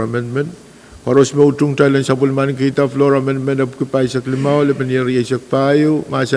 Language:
Pohnpeian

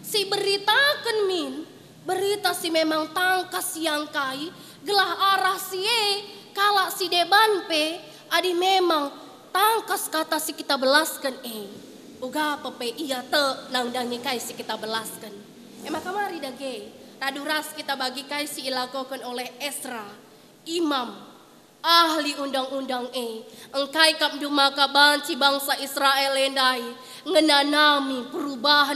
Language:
Batak Karo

